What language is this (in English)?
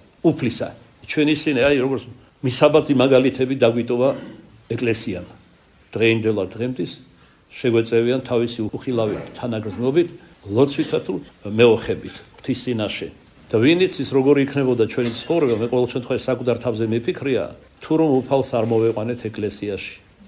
Georgian